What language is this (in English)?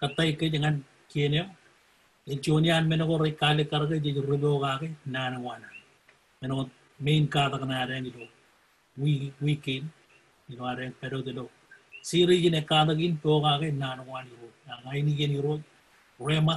Marshallese